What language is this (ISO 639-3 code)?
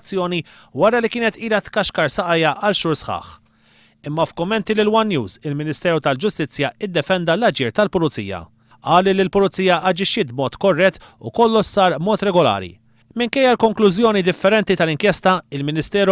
mlt